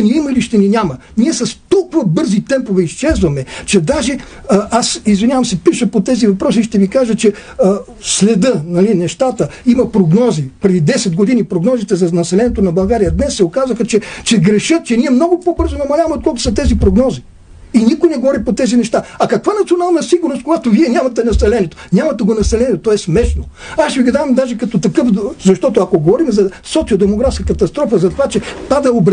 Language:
Bulgarian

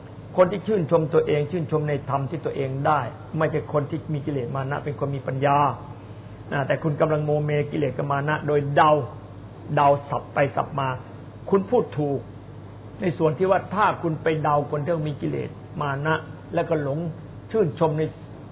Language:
Thai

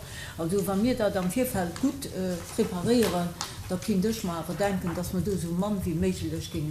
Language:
Luxembourgish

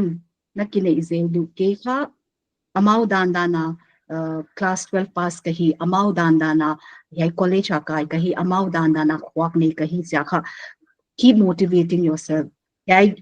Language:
Paite Chin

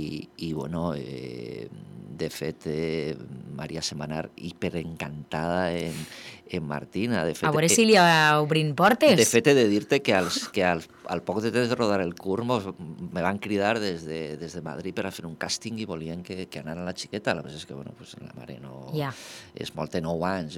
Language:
Catalan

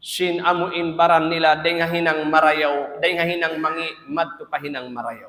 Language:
Tausug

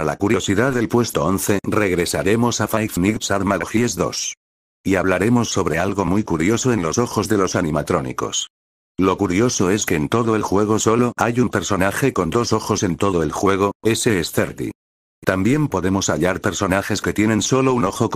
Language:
Spanish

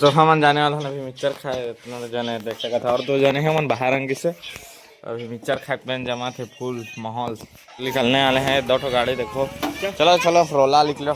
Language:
Chhattisgarhi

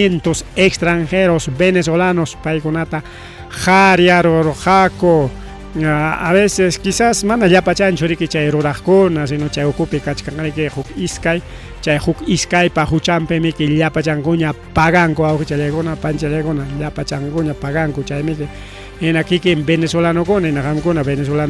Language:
Ayacucho Quechua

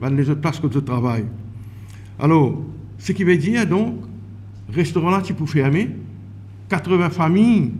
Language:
Morisyen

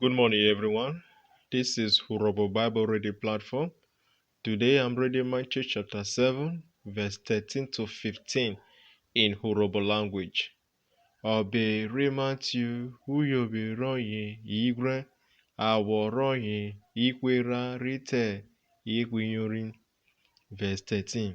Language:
Urhobo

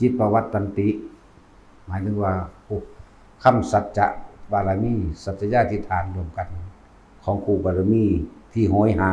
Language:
Northeastern Thai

